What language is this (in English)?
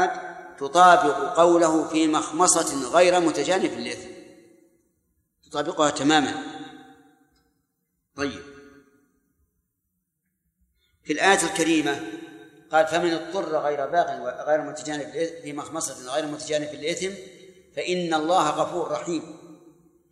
Arabic